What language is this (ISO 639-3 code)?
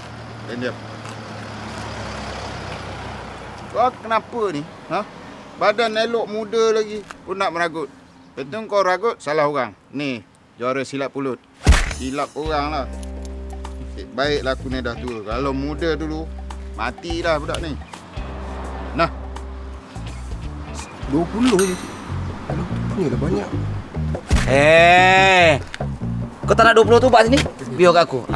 msa